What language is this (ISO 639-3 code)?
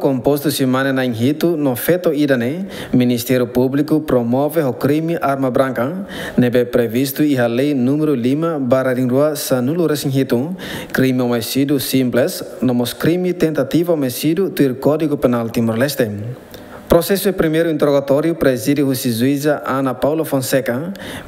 tet